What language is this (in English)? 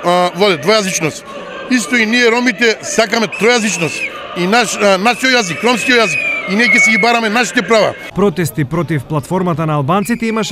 Macedonian